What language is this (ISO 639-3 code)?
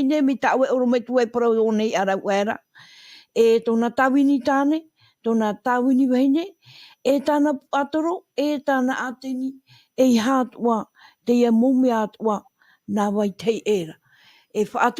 tah